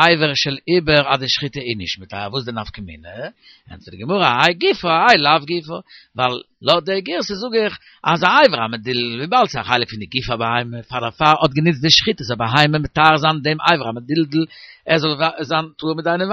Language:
Yiddish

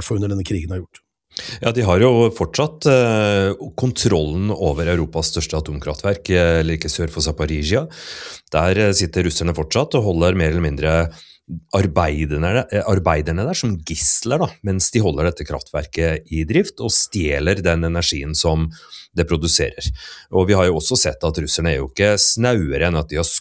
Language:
Norwegian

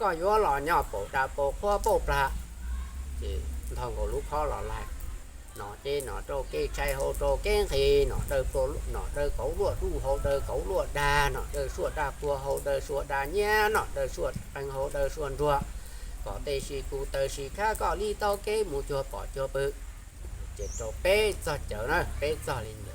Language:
Hmong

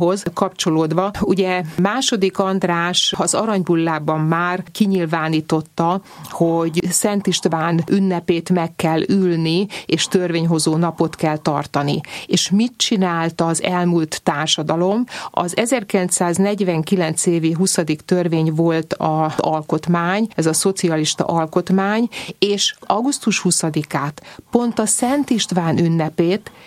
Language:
Hungarian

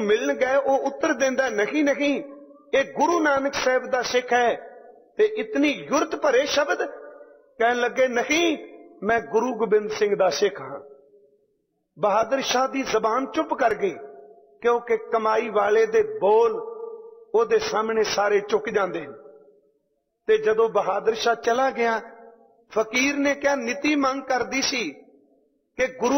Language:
Punjabi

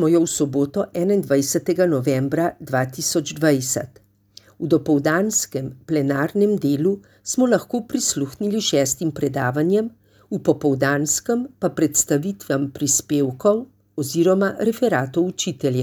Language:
Slovenian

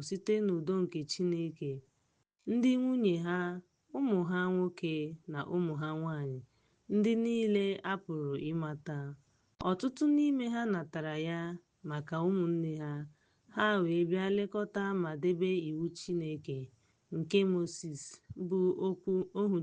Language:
Igbo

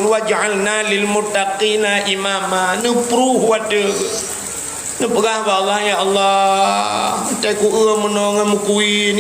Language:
Achinese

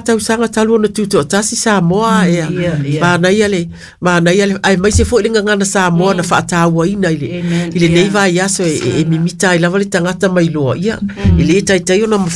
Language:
Samoan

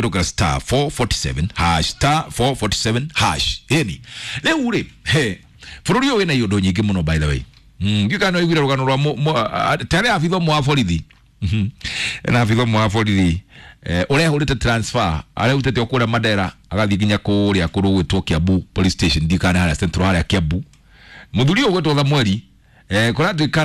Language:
Kikuyu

